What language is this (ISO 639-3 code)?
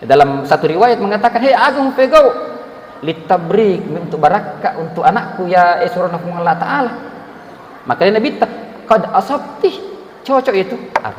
bug